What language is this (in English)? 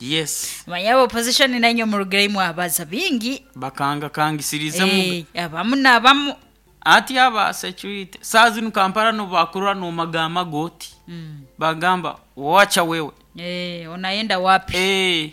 Nyoro